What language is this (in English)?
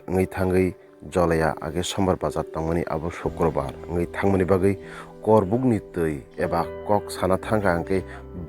Kok Borok